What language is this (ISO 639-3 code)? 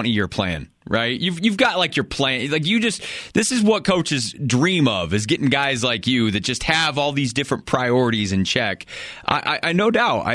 eng